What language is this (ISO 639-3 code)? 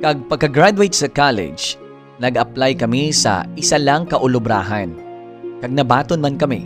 hil